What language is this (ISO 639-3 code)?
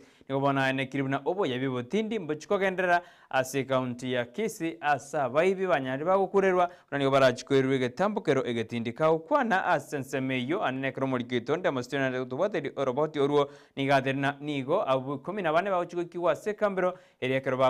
guz